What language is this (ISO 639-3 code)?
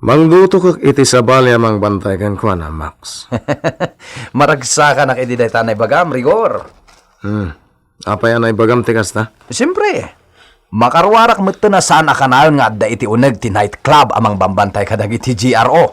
ilo